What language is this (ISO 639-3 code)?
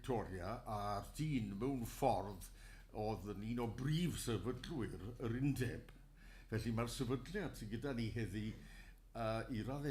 cym